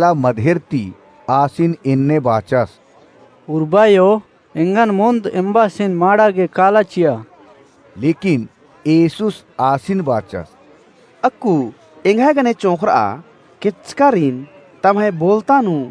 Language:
Kurukh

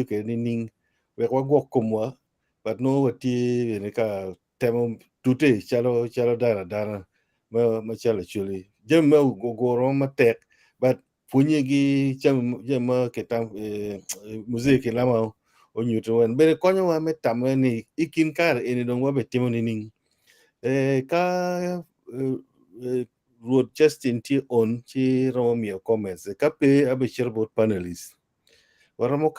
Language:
Acoli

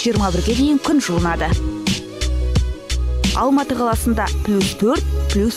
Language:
Kazakh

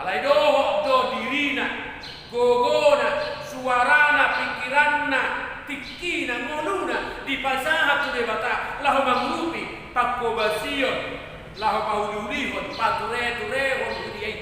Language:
Batak Toba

